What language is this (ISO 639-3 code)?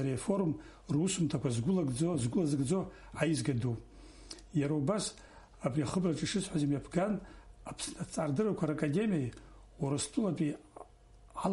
abk